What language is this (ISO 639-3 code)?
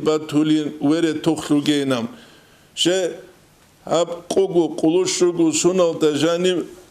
ava